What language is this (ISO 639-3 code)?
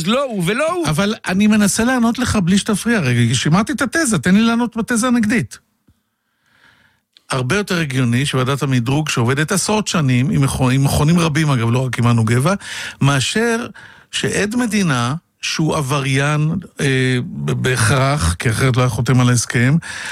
heb